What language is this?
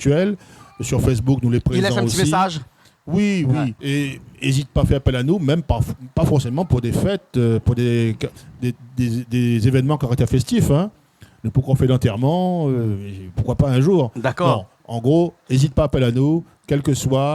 Réunion Creole French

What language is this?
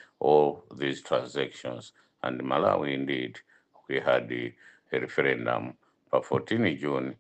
Nyanja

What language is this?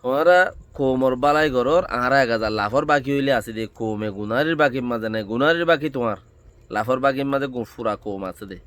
Rohingya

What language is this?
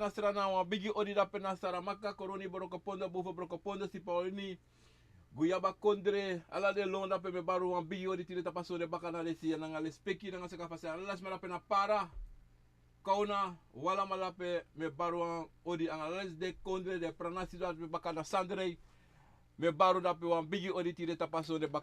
Sranan Tongo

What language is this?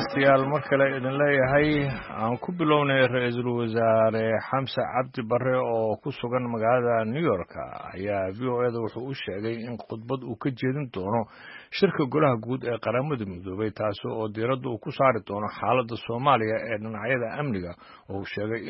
Somali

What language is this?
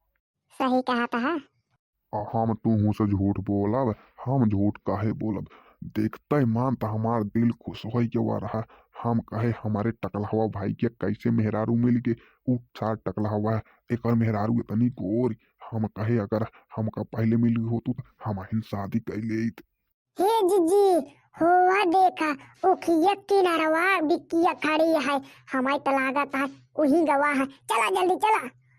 Bhojpuri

